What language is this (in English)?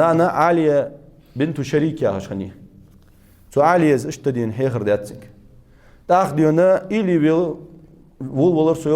Ingush